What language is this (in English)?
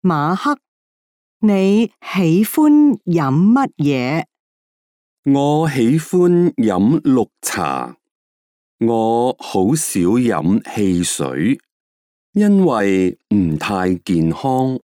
Cantonese